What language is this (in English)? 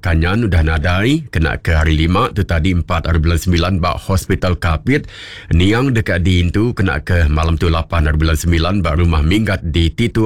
Iban